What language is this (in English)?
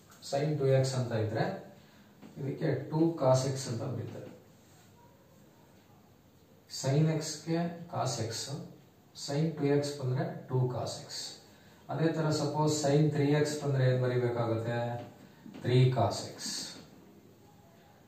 Kannada